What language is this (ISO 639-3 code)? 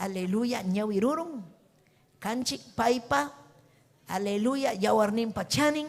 quy